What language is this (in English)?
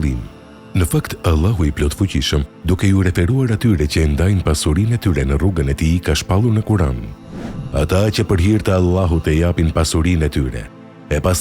Albanian